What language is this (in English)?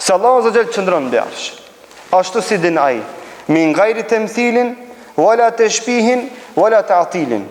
Albanian